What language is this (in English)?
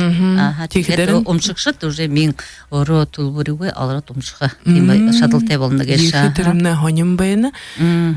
Buriat